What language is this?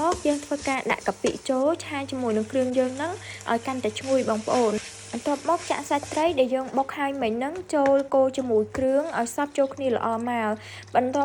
Khmer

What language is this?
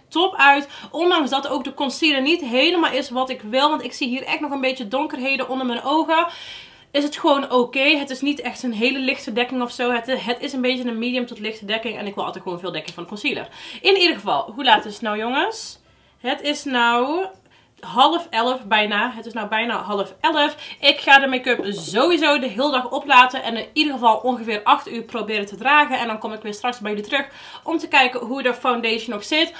Dutch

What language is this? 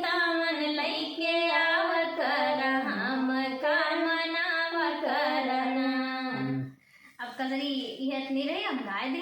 Awadhi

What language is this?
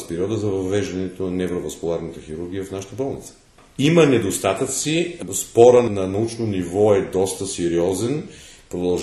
Bulgarian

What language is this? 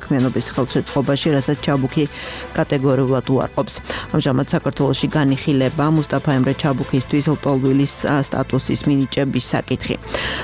Georgian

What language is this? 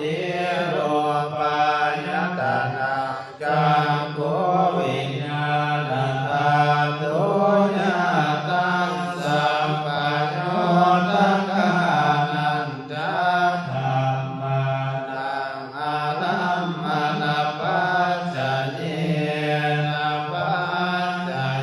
Pali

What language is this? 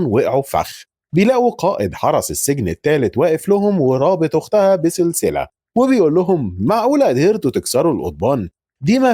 Egyptian Arabic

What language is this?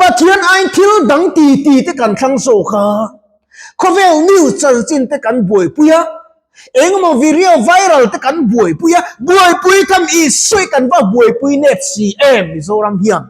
Mizo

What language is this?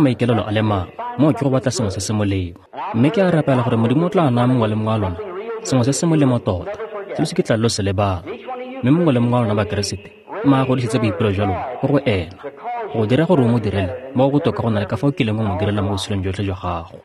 Tswana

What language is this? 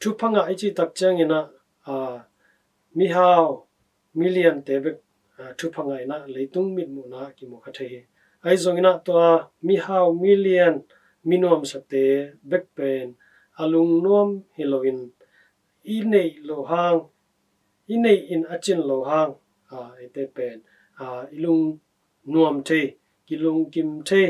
Tedim Chin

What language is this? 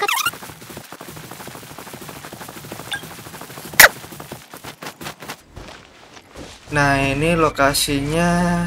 Indonesian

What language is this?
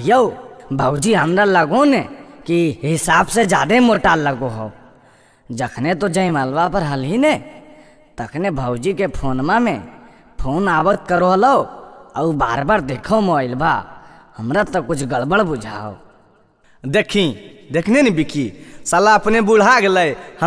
Magahi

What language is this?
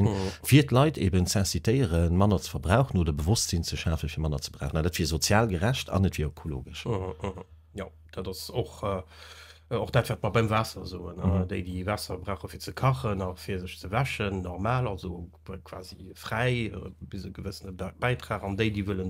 Luxembourgish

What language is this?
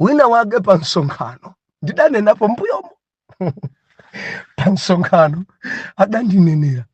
Nyanja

